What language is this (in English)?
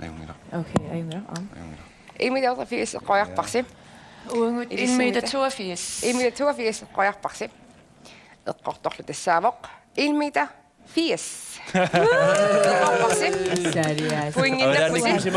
Kalaallisut